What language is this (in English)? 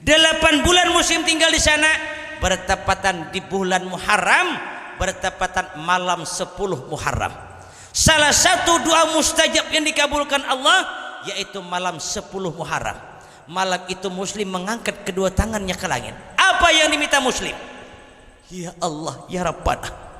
Banjar